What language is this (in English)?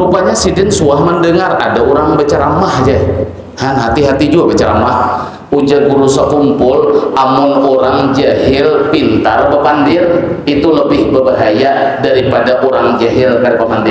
Banjar